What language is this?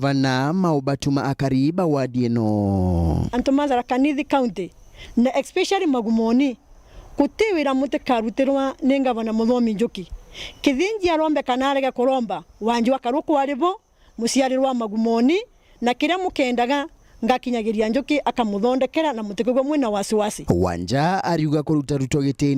Meru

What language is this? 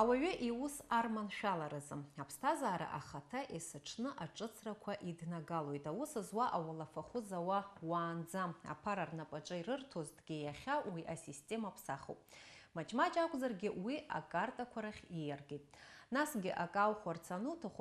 Abkhazian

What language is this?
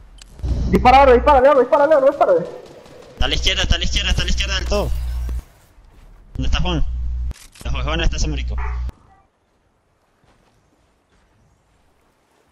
Spanish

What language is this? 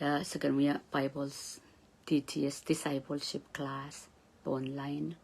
Pohnpeian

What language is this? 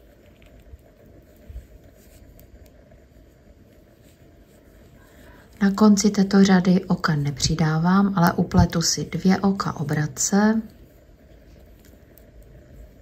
Czech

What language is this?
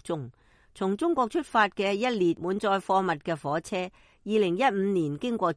Cantonese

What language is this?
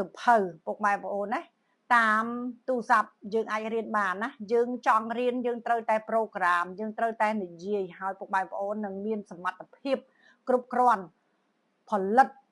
Khmer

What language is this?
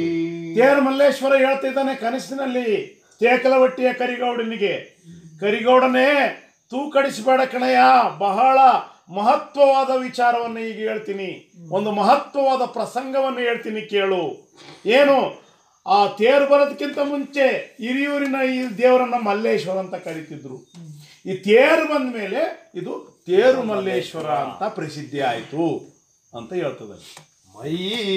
Kannada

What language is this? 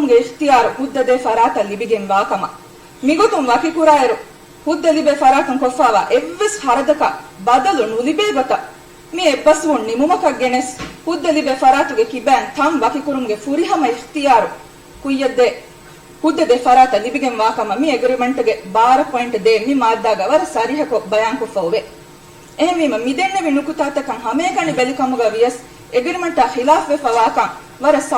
Divehi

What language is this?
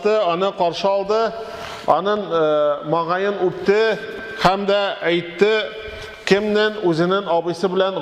Tatar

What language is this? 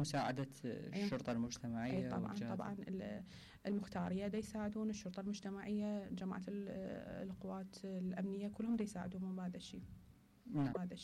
Mesopotamian Arabic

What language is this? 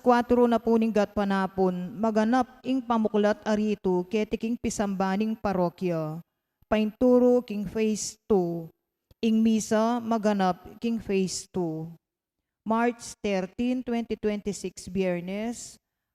Pampanga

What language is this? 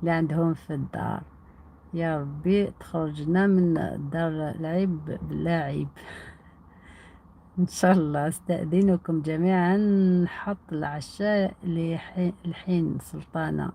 Algerian Arabic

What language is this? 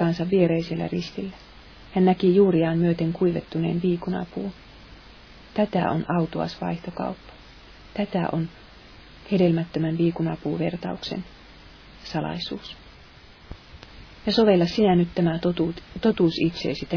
Finnish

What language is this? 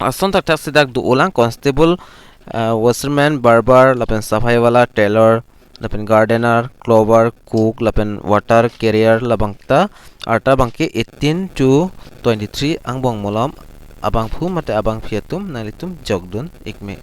Karbi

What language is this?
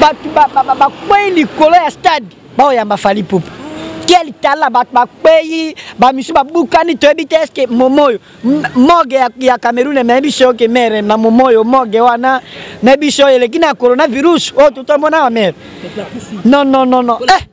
Lingala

